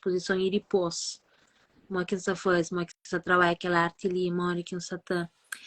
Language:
Kabuverdianu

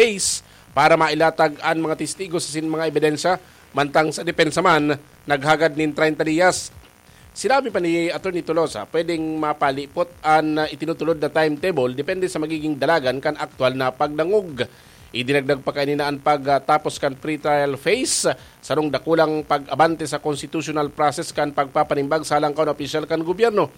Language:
Bikol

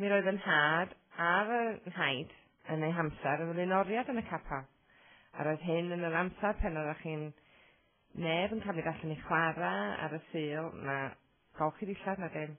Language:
Welsh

